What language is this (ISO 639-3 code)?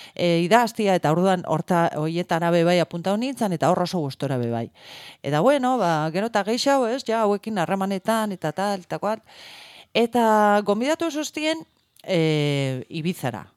eus